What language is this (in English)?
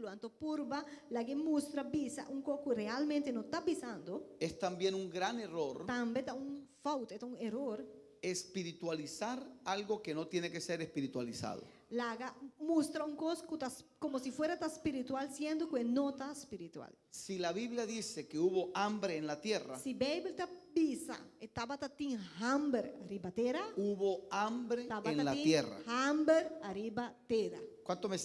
Papiamento